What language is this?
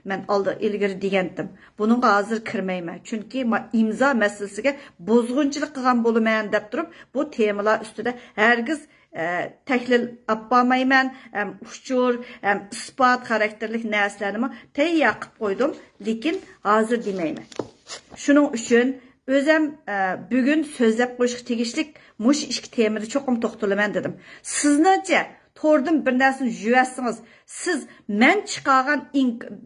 Uyghur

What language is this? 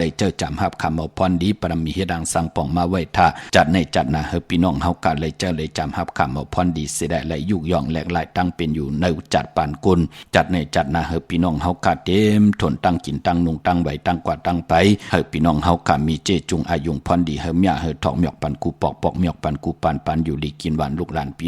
Shan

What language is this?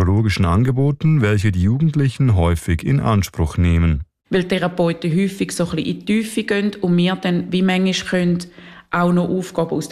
German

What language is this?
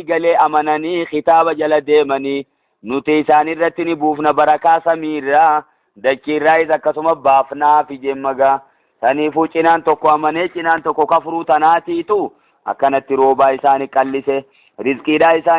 Oromo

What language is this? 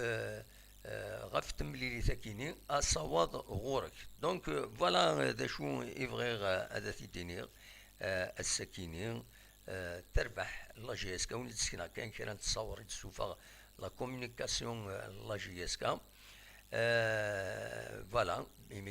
Kabyle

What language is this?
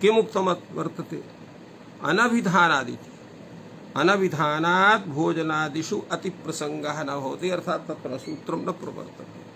Sanskrit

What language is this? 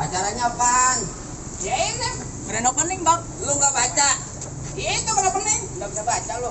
Betawi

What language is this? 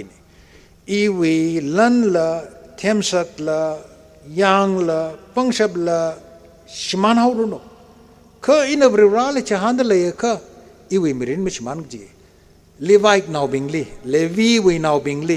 Tangkhul Naga (India)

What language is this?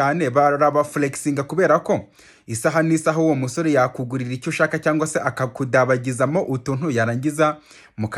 Kinyarwanda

